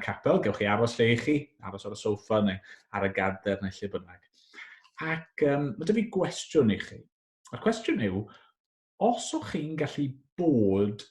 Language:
Welsh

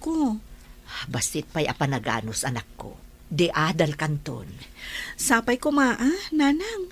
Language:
Iloko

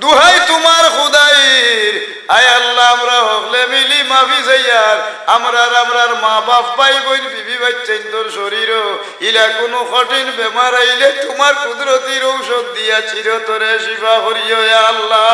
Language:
Sylheti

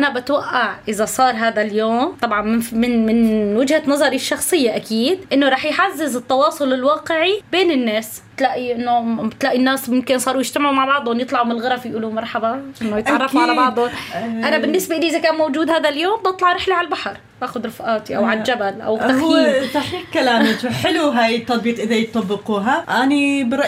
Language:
North Levantine Arabic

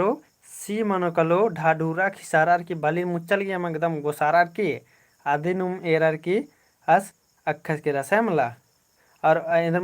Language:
Kurukh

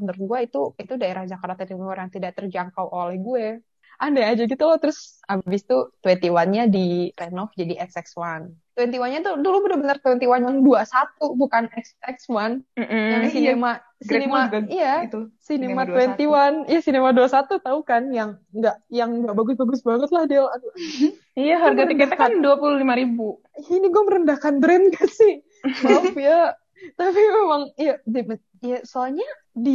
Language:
Indonesian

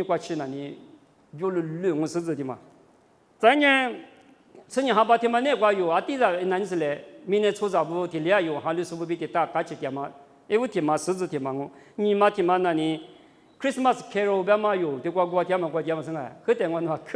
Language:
Lisu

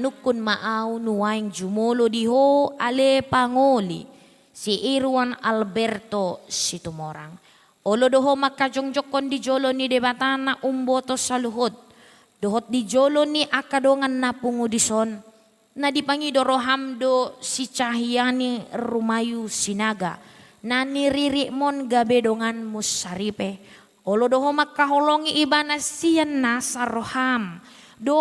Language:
Batak Toba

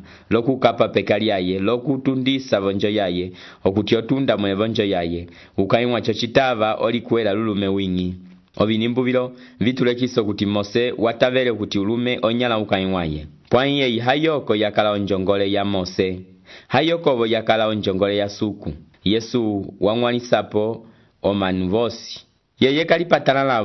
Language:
Umbundu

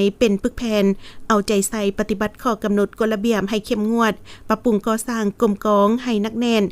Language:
Lao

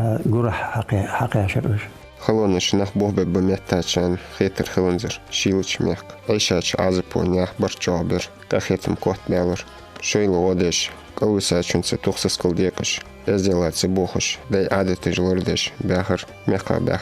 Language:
Ingush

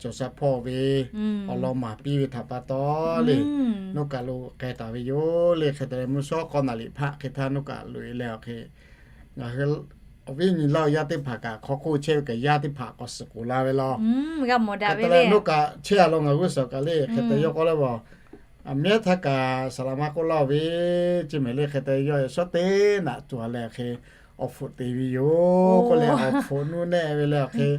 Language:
Lahu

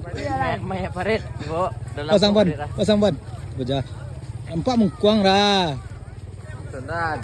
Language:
Minangkabau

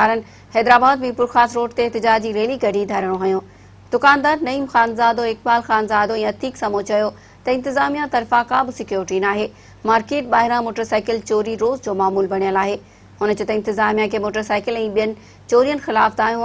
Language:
Sindhi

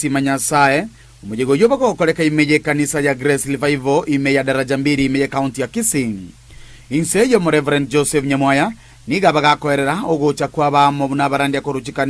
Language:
Gusii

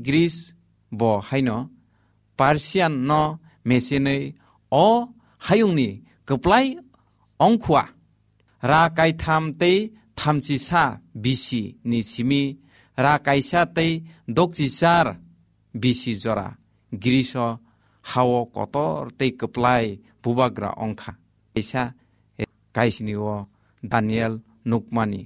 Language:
Kok Borok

